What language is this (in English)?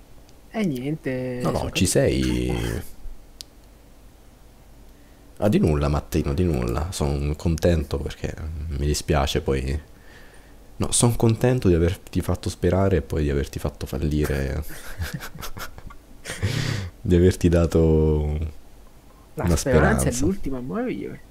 Italian